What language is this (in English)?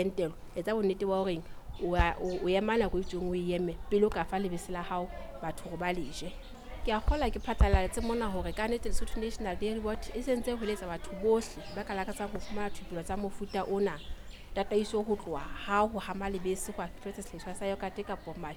Southern Sotho